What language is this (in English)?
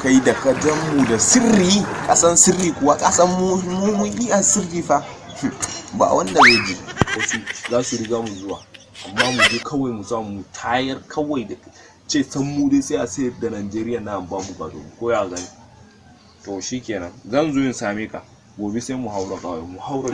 Hausa